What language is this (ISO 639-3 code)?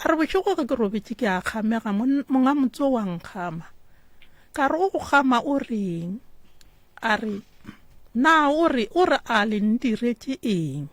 nso